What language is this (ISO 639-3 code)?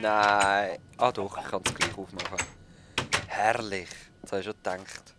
gsw